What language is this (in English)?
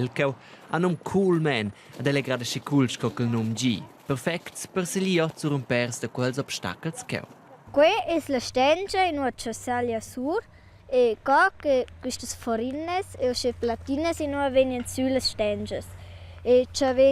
Romansh